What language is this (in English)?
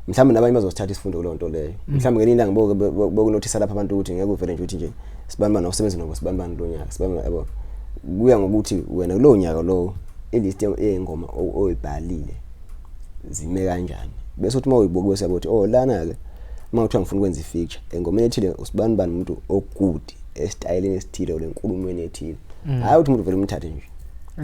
Zulu